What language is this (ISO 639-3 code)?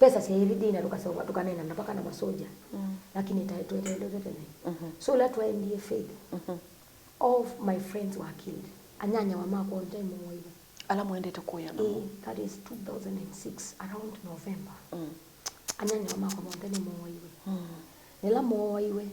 kam